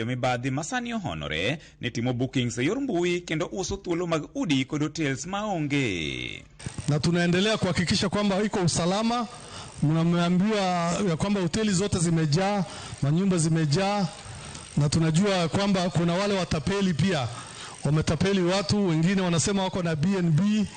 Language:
Luo (Kenya and Tanzania)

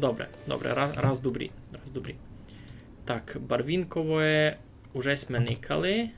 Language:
Rusyn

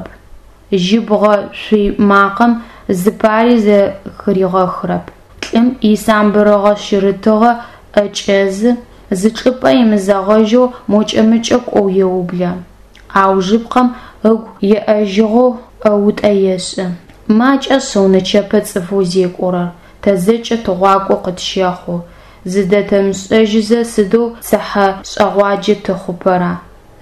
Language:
Adyghe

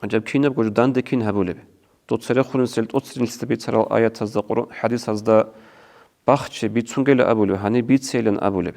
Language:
Avaric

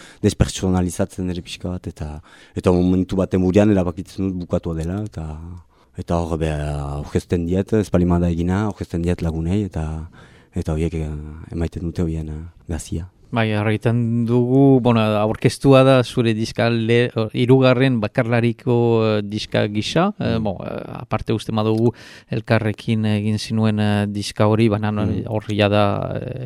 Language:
Basque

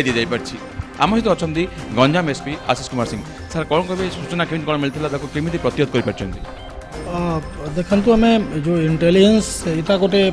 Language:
Odia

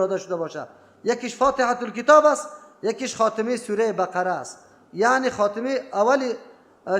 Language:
Persian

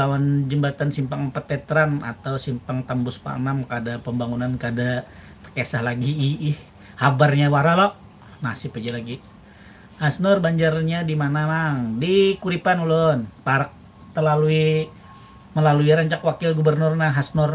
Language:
Banjar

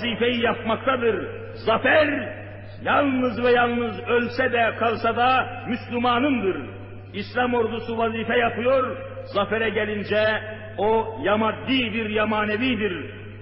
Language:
Turkish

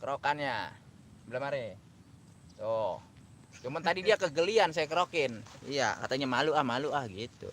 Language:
Betawi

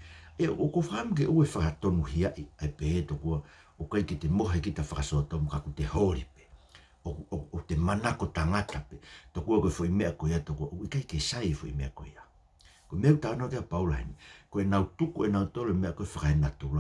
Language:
Tongan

